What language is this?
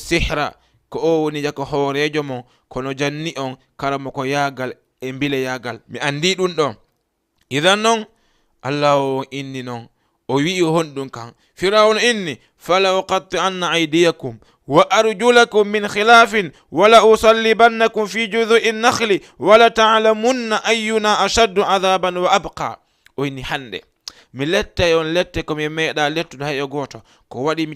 Fula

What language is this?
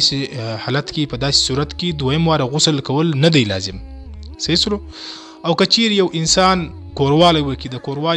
Pashto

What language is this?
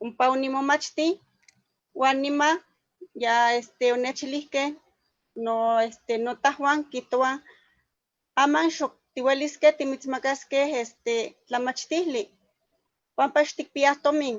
Eastern Huasteca Nahuatl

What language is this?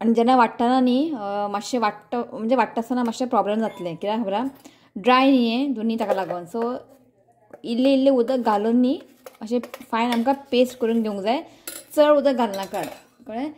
Konkani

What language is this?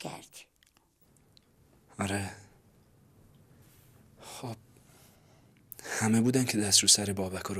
Persian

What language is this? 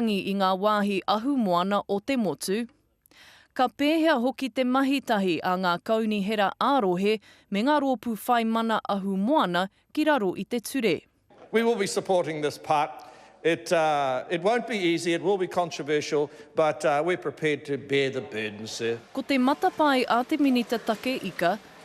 Māori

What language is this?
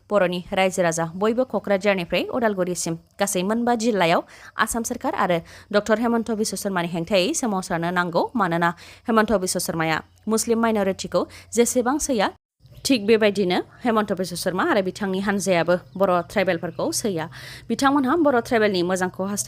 Bodo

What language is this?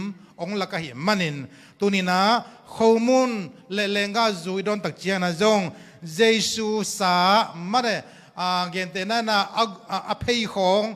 Tedim Chin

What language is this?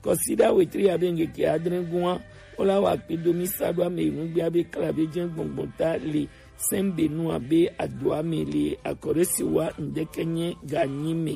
Gen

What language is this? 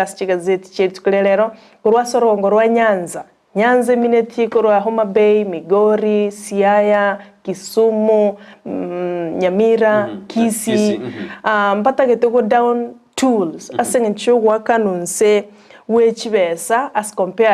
Gusii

